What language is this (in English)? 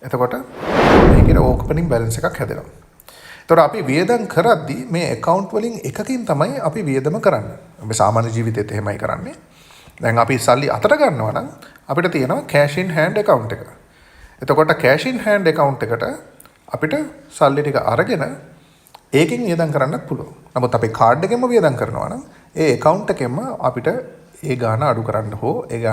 Sinhala